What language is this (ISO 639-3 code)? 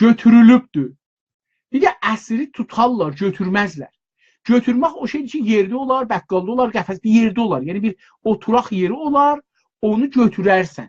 azb